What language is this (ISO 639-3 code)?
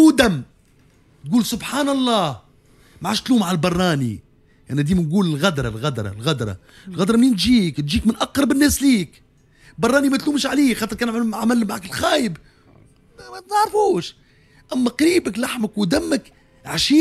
aeb